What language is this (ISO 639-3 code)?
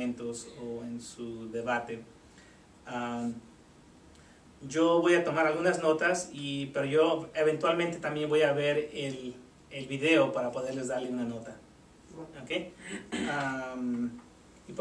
spa